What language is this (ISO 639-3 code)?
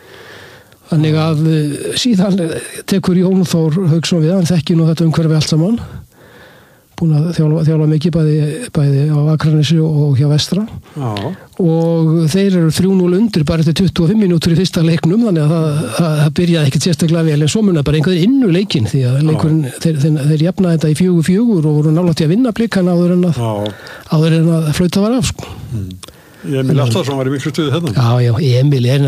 isl